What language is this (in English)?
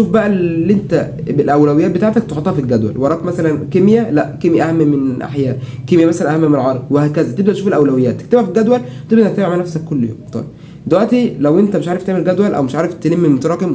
Egyptian Arabic